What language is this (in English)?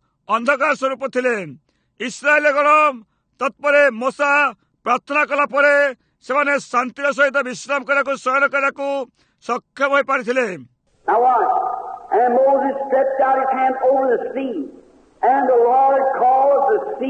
Odia